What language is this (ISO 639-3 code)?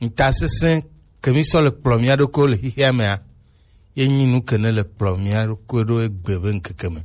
gej